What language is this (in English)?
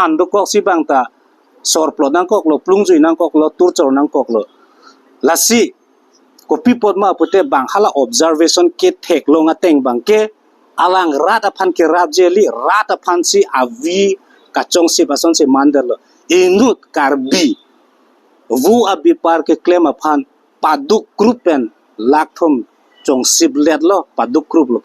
Karbi